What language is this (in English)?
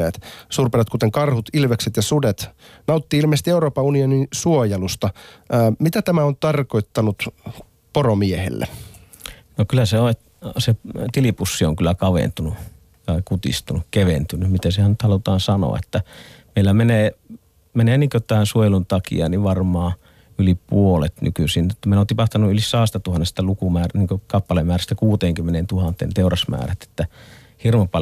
Finnish